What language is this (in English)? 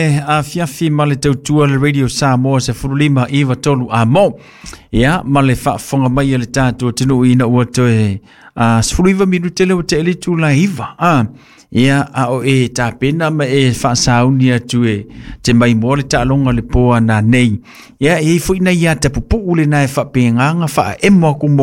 Samoan